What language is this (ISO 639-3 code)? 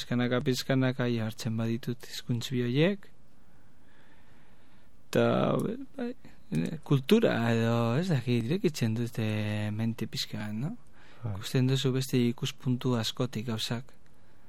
eus